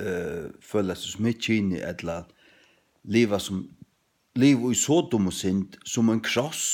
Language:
Faroese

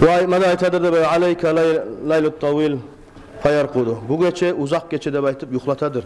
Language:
Kumyk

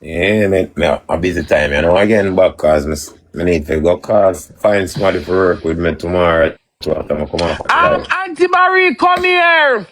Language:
Jamaican Creole English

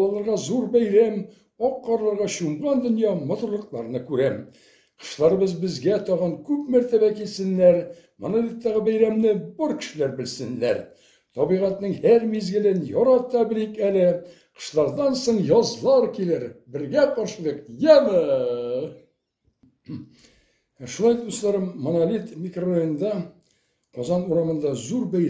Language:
Tatar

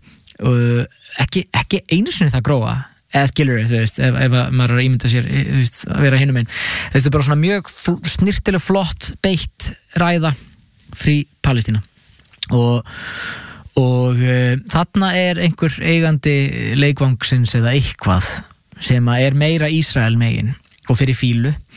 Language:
Icelandic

